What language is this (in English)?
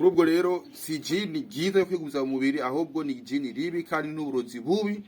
Rundi